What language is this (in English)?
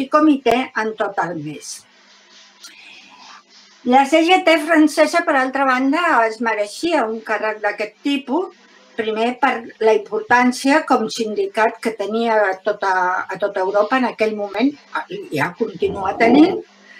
Catalan